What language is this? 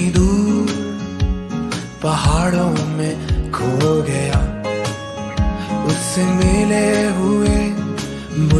Hindi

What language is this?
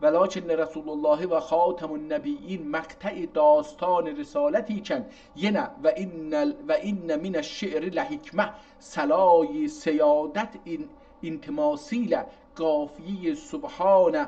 South Azerbaijani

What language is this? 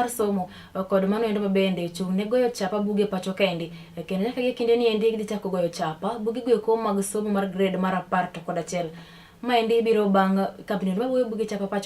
Luo (Kenya and Tanzania)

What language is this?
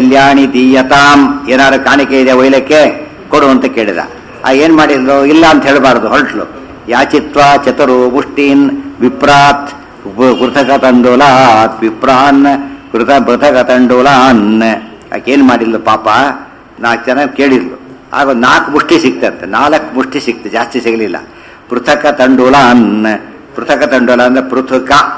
Kannada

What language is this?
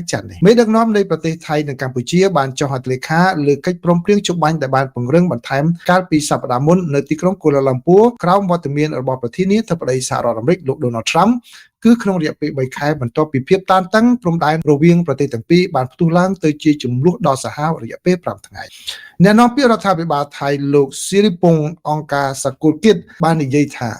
Khmer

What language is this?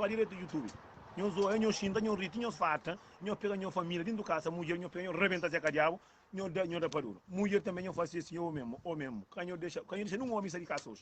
Kabuverdianu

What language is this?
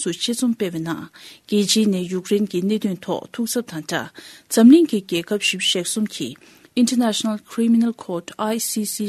Tibetan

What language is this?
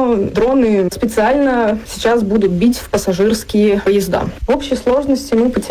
Russian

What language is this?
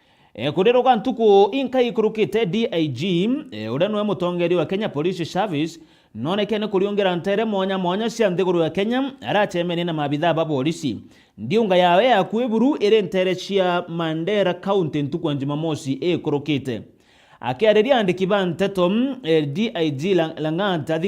Meru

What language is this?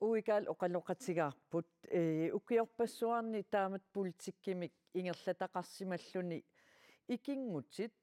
Kalaallisut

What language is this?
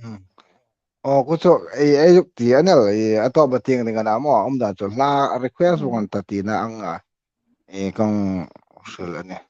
Hmar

